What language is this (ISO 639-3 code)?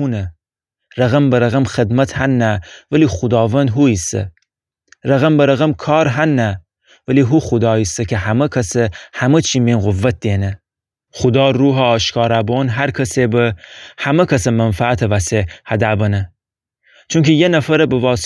glk